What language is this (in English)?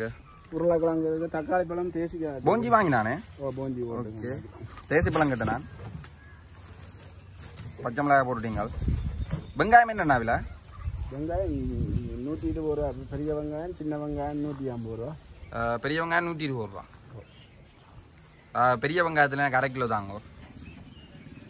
Tamil